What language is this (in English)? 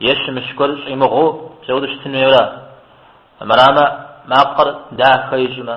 Kabardian